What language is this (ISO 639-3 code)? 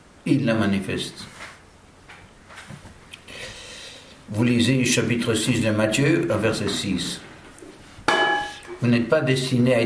fra